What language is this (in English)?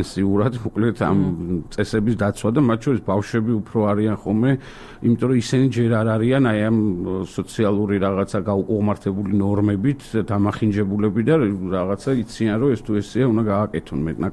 Georgian